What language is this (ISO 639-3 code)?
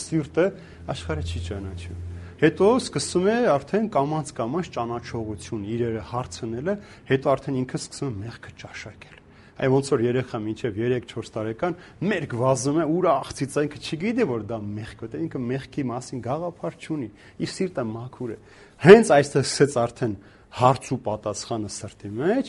hye